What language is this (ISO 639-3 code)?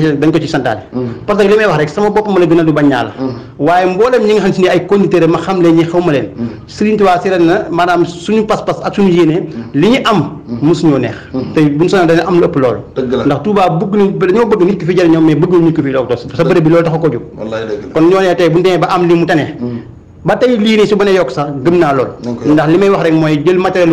wol